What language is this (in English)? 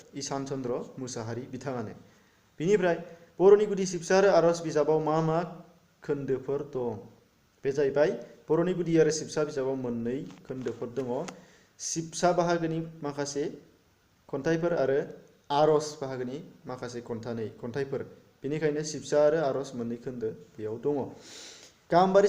Bodo